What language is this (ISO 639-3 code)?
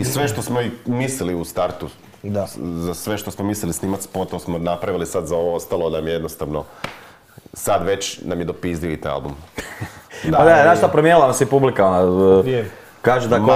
hrv